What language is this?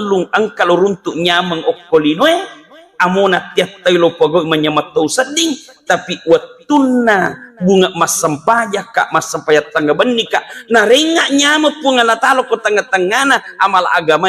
Buginese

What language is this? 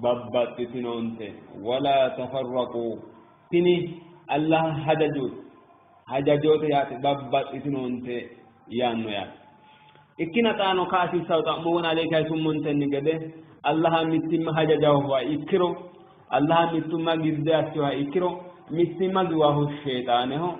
Sidamo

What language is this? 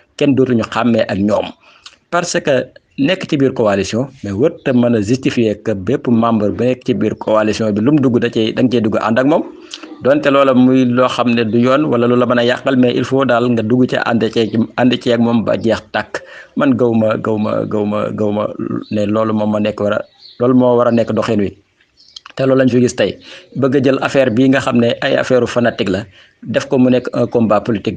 Wolof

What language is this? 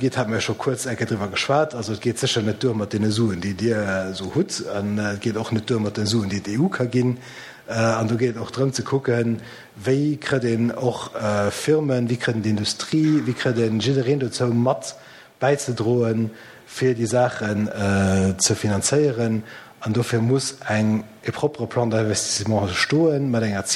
Luxembourgish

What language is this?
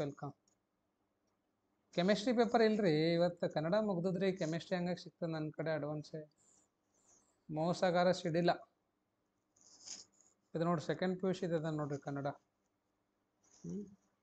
Kannada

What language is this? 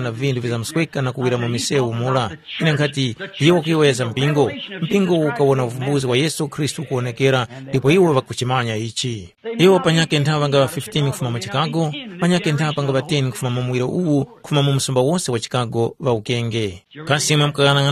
Tumbuka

